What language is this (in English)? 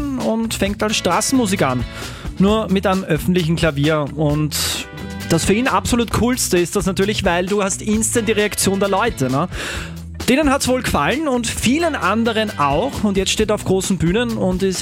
German